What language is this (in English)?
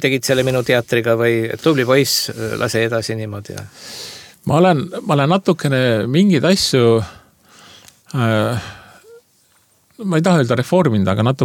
Estonian